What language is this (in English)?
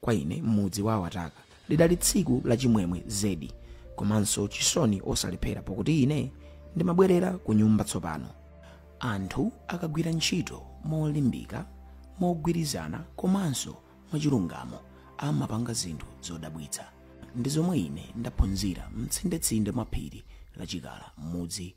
Nyanja